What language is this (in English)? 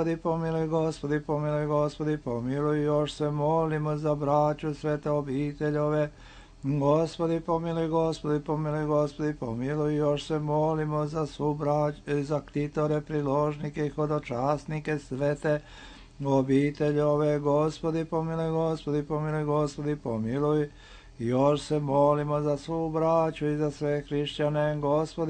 Serbian